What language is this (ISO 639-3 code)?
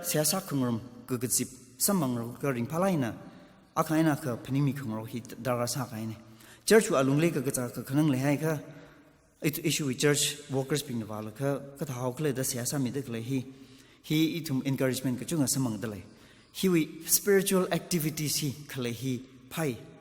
nmf